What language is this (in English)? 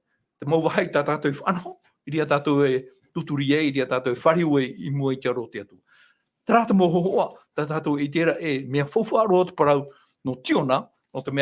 Tahitian